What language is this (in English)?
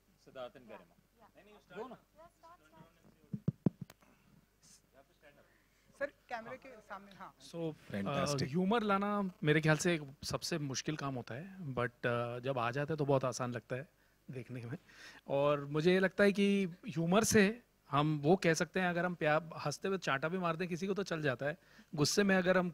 Hindi